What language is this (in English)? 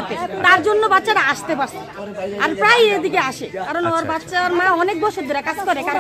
Bangla